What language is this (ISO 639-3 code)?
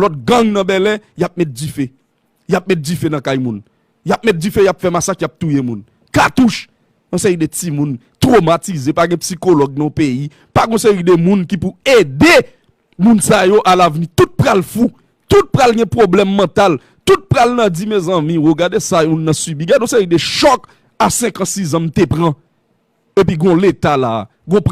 hat